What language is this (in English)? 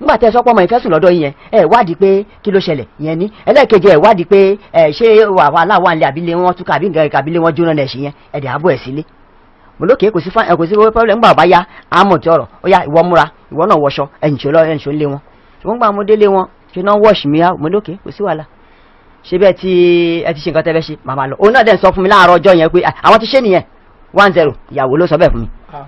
Yoruba